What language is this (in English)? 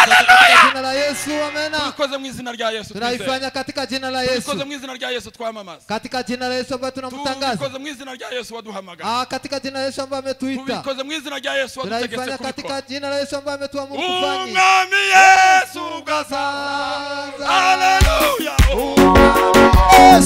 Kinyarwanda